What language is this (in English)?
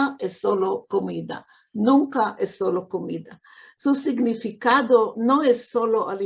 Ladino